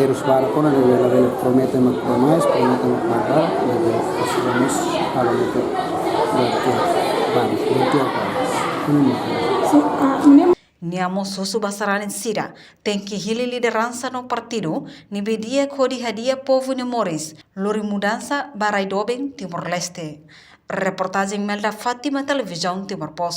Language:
Tetum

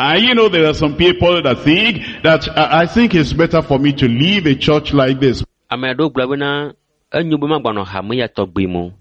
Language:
Ewe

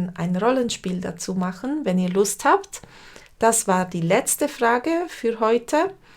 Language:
Swiss German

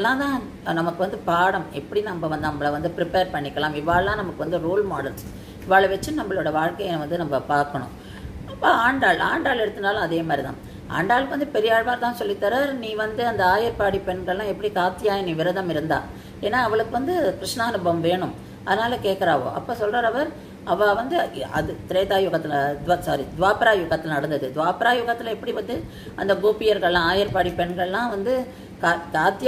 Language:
Tamil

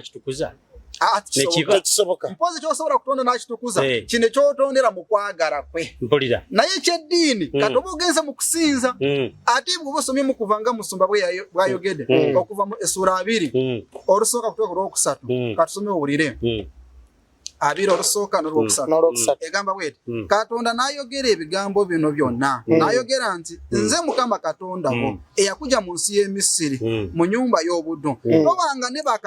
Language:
Ganda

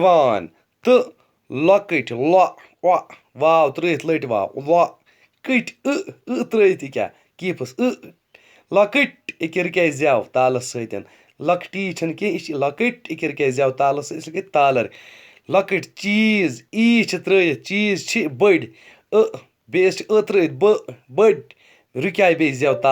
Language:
Kashmiri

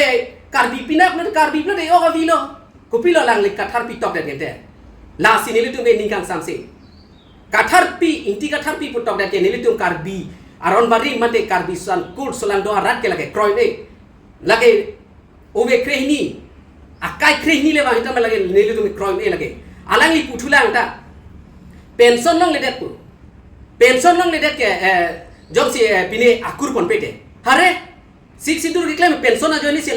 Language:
Karbi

